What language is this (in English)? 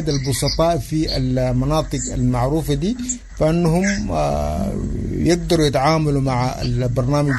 Sudanese Arabic